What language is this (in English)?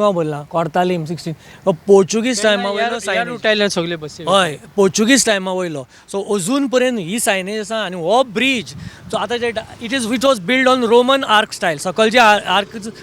Konkani